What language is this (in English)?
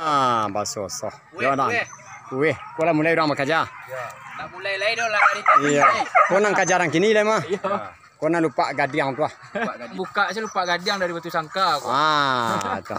Minangkabau